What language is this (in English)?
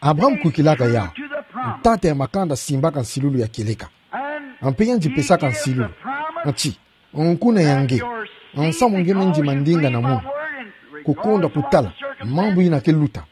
Kituba (Democratic Republic of Congo)